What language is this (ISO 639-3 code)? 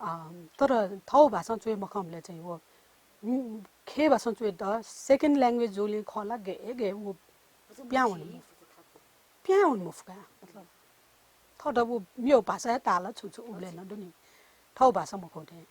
new